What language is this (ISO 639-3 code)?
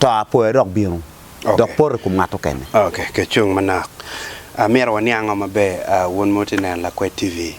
ach